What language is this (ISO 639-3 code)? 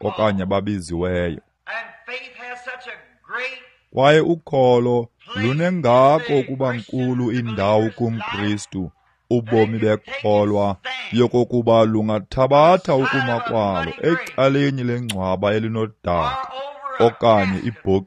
xho